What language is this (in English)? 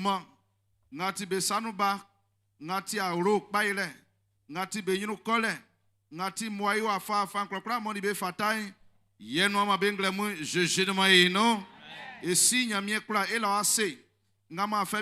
Baoulé